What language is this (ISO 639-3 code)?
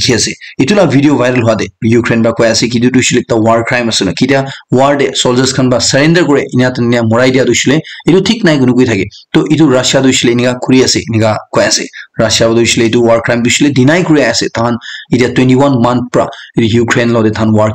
nag